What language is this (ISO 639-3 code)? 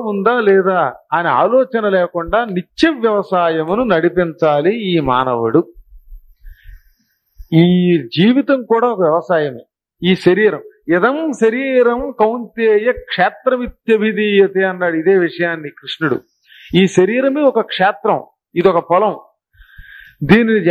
tel